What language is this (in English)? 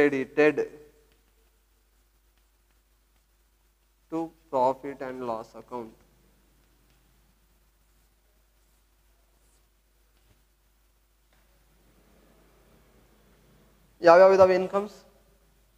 Kannada